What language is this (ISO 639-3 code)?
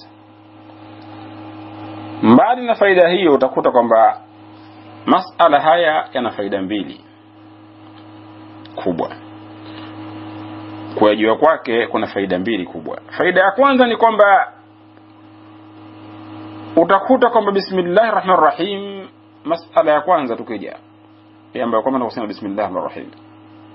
swa